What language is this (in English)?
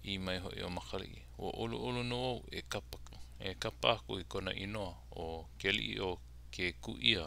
Hawaiian